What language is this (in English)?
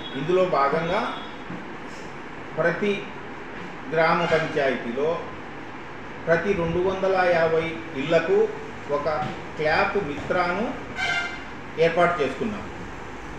Telugu